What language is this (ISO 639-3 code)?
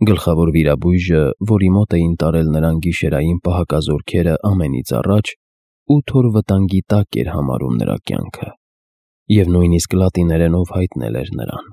hye